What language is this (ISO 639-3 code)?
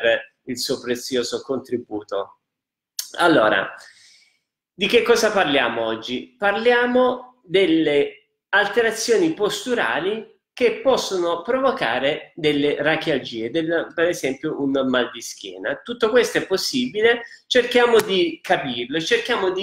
ita